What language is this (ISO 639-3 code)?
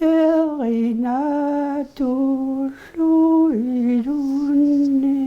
kal